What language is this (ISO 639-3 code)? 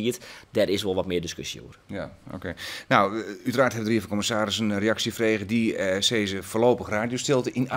fry